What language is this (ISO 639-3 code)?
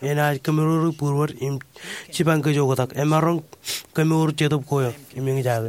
mah